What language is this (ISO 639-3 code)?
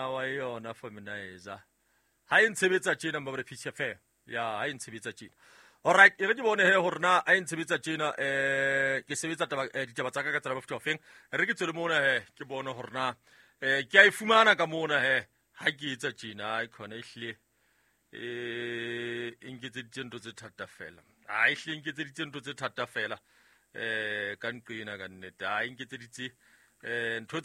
sot